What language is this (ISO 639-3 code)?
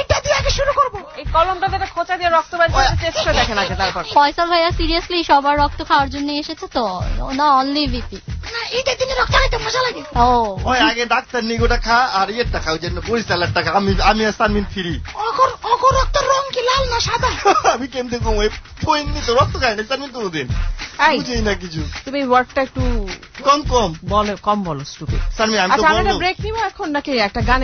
ben